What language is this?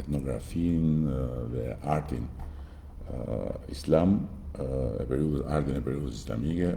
Albanian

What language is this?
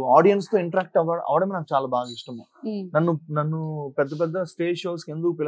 Telugu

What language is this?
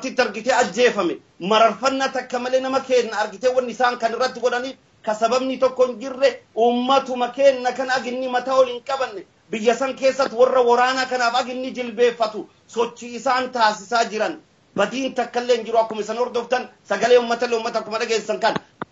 Oromo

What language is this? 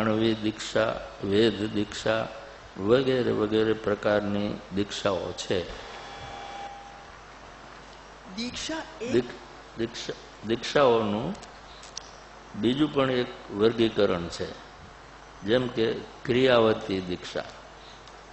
Gujarati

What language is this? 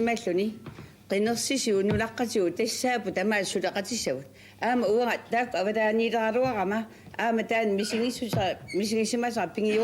Kalaallisut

